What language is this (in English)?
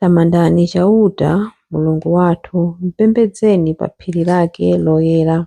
Nyanja